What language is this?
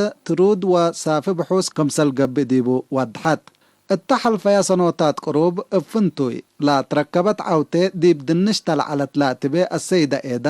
Tigre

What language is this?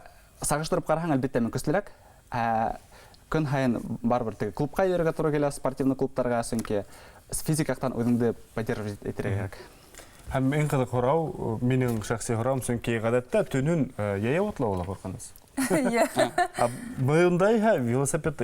Bashkir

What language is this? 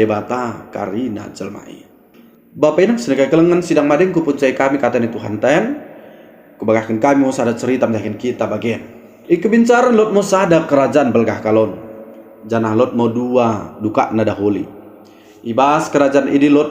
Batak Dairi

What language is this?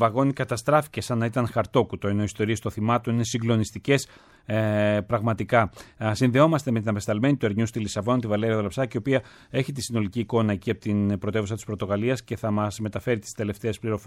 Greek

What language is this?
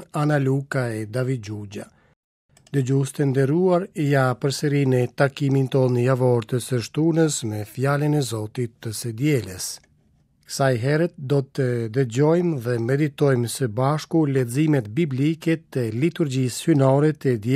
Albanian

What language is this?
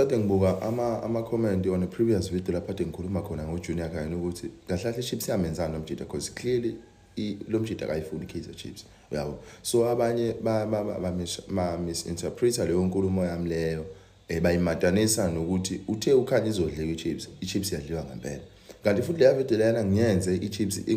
Zulu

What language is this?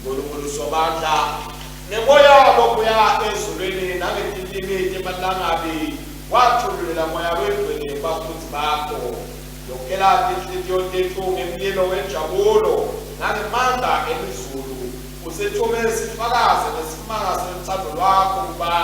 Swati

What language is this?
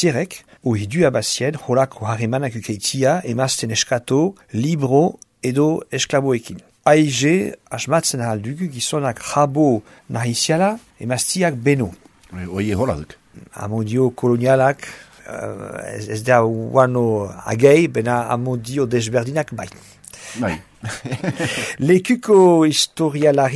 Basque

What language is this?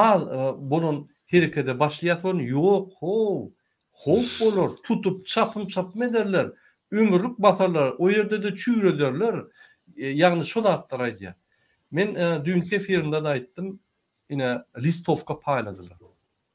Turkmen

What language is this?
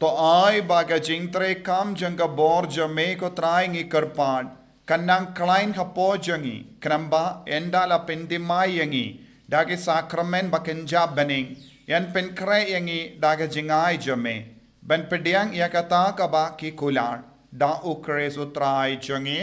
Khasi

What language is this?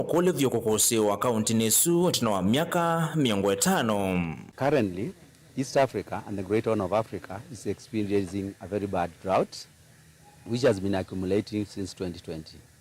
Kamba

